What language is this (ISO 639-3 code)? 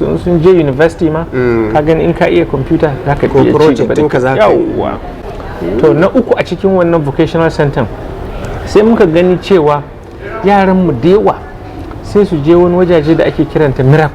hau